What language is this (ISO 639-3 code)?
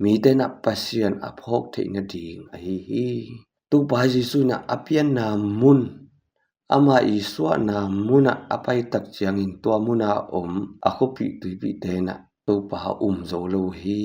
ctd